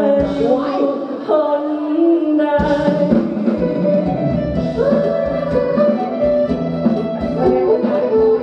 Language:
Thai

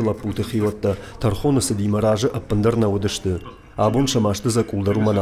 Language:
Ossetic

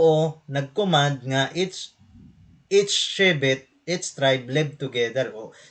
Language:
Waray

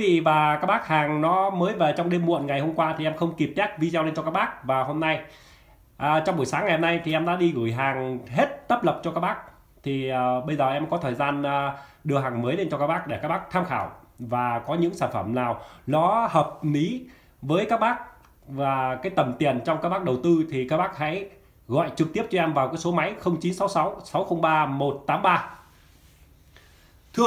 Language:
Vietnamese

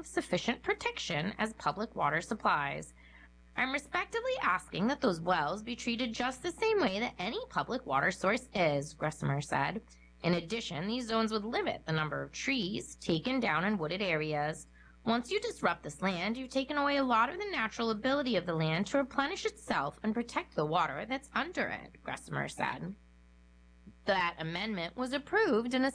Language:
English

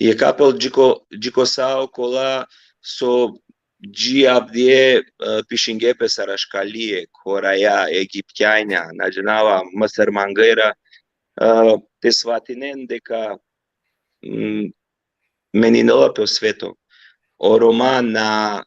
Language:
Balkan Romani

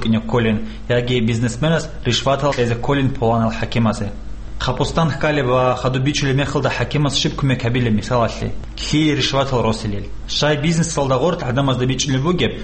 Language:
Avaric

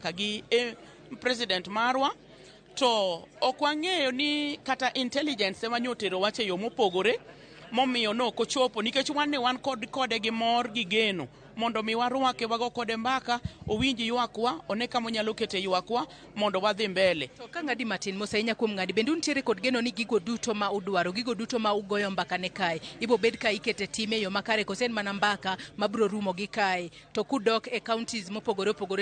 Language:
Luo (Kenya and Tanzania)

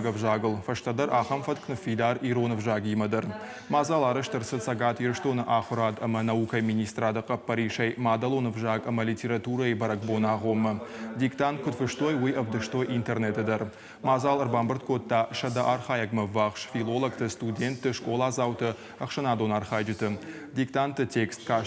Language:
Ossetic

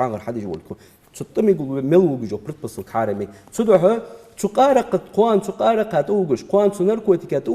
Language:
Ingush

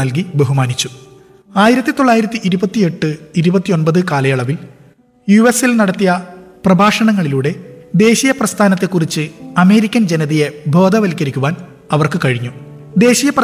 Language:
Malayalam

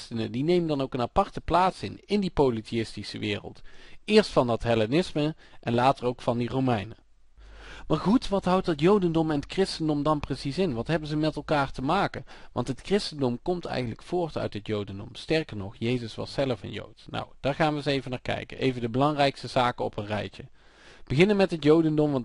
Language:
Dutch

